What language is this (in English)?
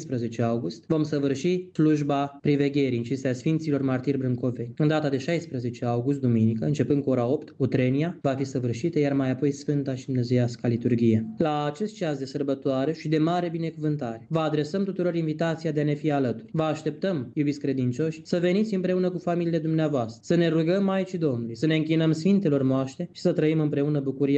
Romanian